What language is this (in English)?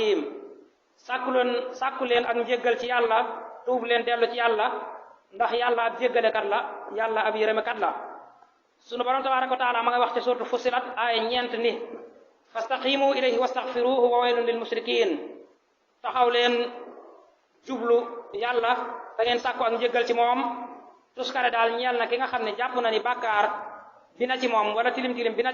Wolof